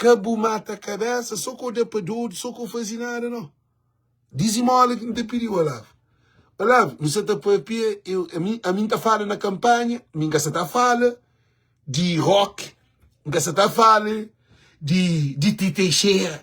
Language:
Kabuverdianu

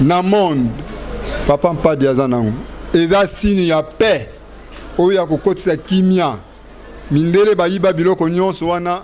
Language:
Lingala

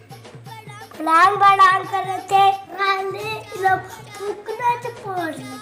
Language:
Chhattisgarhi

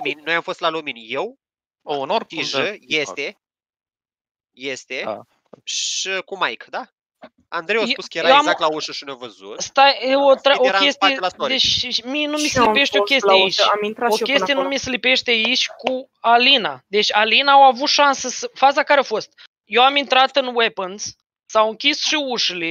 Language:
Romanian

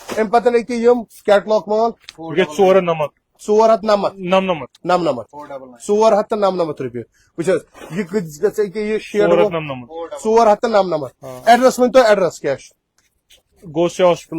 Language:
Kashmiri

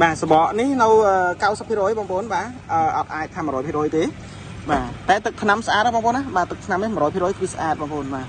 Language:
Khmer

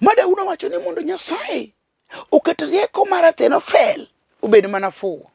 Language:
Luo (Kenya and Tanzania)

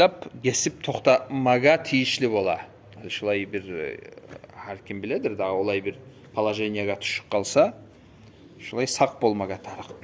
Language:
Kumyk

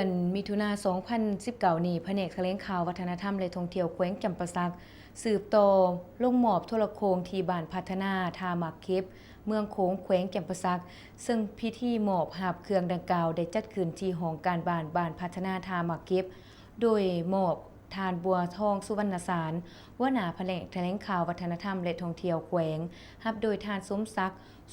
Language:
Lao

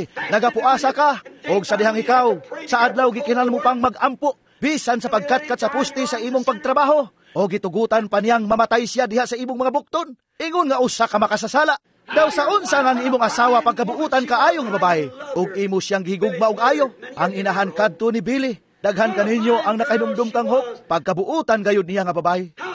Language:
Cebuano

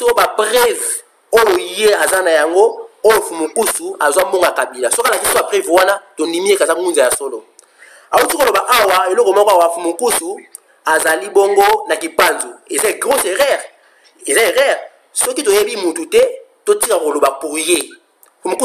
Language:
Lingala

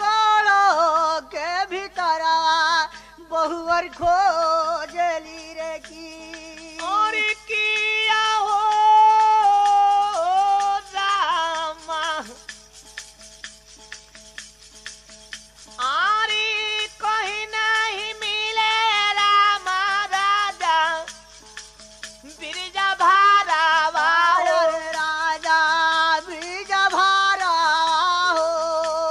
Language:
Bhojpuri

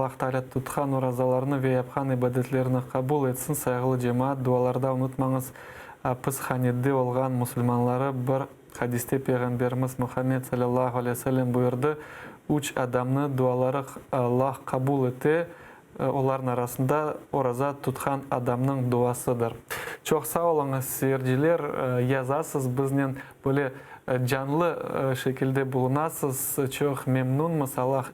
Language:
Crimean Tatar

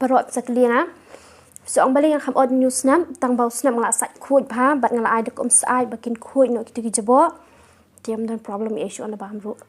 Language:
Khasi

